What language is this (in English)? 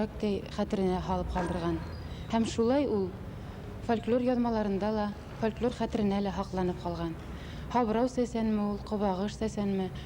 Bashkir